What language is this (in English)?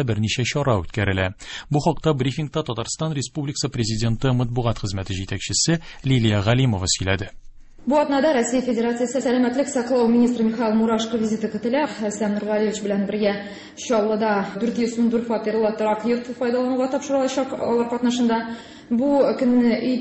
Tatar